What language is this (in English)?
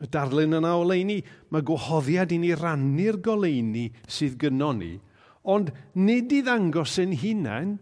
Welsh